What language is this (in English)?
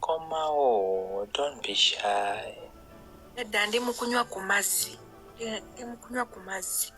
Ganda